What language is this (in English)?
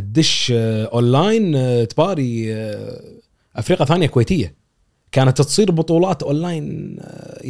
Gulf Arabic